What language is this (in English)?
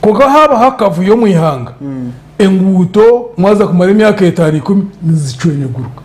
Nyankole